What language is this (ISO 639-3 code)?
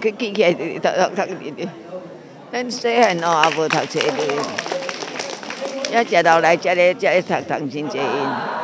nan